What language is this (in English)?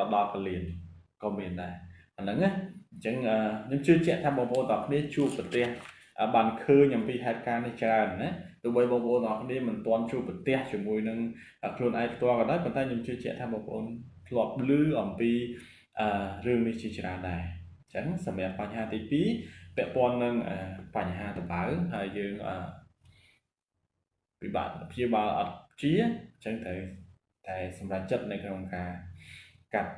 Khmer